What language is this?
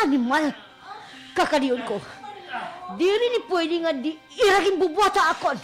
Waray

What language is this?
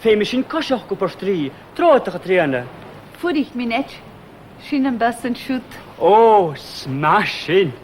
Scottish Gaelic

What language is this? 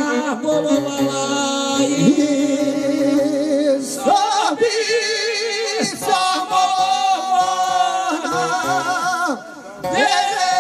Croatian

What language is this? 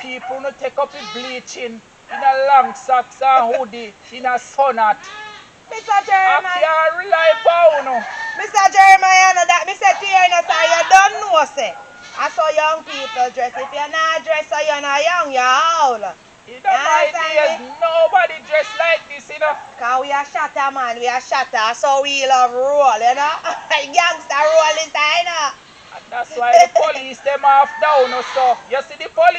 Jamaican Creole English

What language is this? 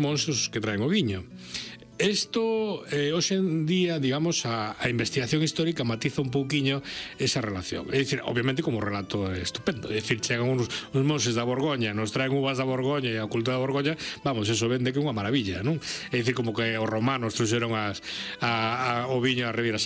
Galician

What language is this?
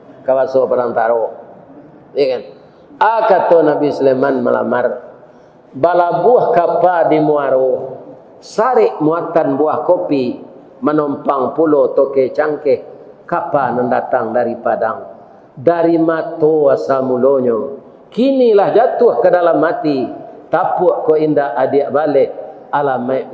Minangkabau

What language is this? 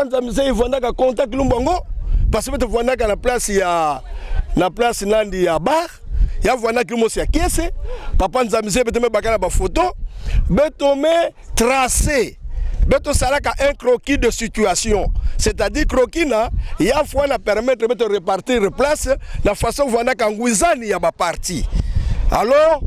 Kituba (Democratic Republic of Congo)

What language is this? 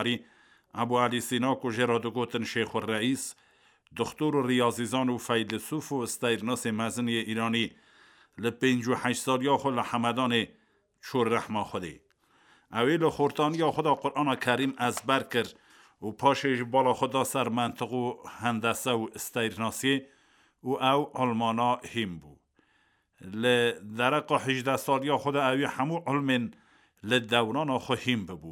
Kurdish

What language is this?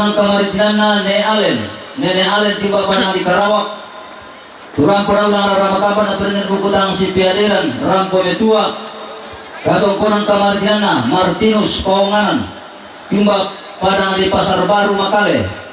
Toraja-Sa'dan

